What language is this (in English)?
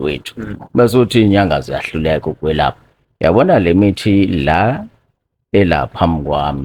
Zulu